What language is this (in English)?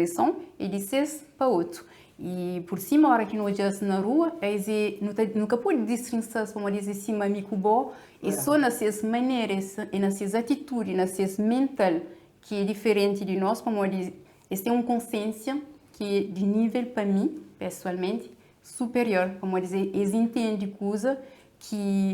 Kabuverdianu